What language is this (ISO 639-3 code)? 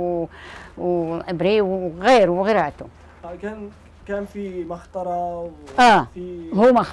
ajp